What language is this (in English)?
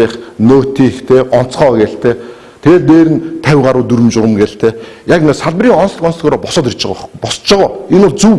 Mongolian